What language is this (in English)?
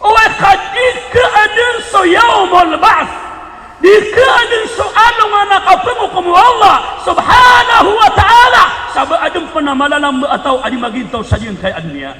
Maranao